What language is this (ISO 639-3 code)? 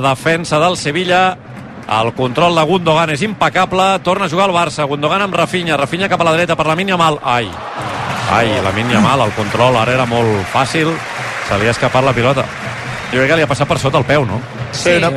cat